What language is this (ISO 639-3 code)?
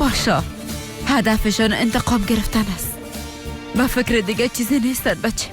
tgk